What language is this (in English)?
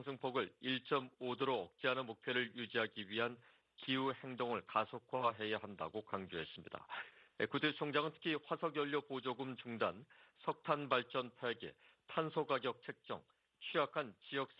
Korean